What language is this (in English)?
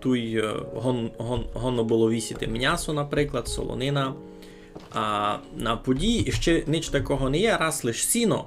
Rusyn